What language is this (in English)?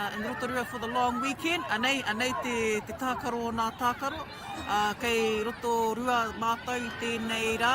Māori